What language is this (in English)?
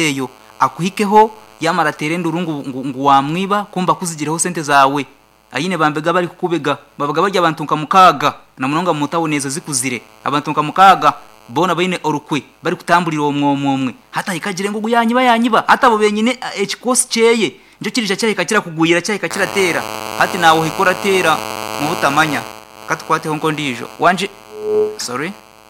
Nyankole